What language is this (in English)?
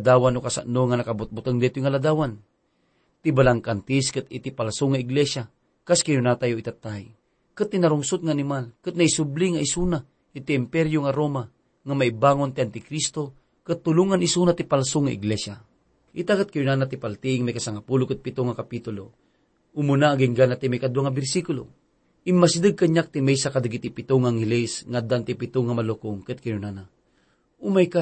Iloko